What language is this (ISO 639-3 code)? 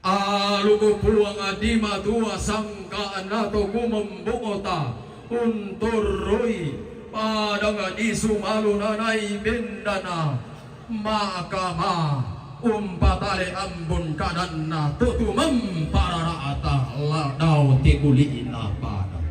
sda